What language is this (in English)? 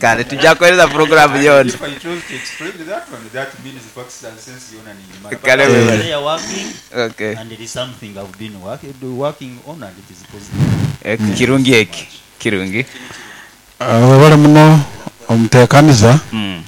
Nyoro